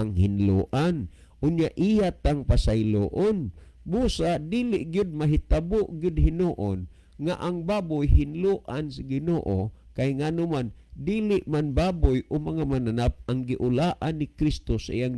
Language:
Cebuano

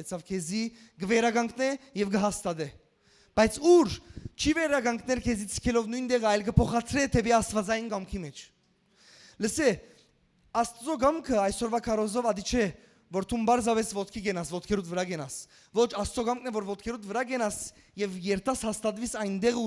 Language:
Western Armenian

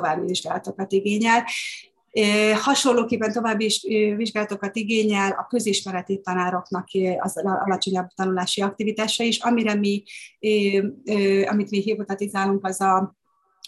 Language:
Hungarian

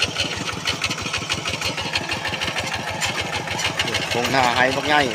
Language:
Lao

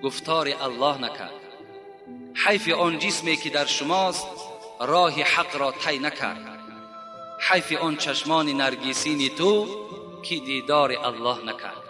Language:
Tajik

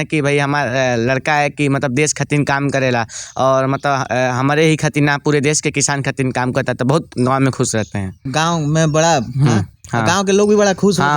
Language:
Bhojpuri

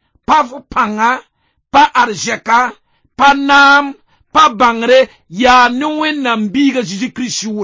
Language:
Mossi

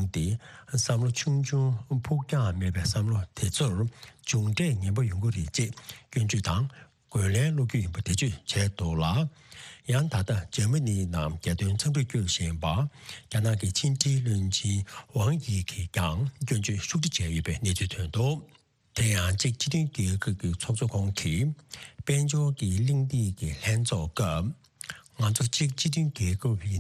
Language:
Tibetan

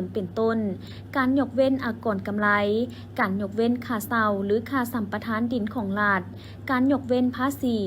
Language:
Lao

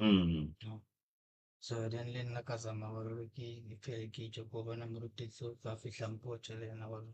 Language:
Northern Sotho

